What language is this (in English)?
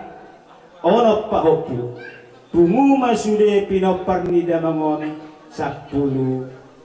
Batak Toba